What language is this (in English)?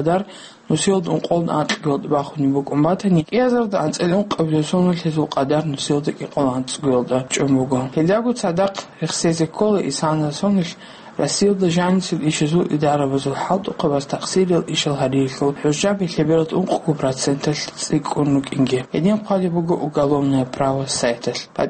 Avaric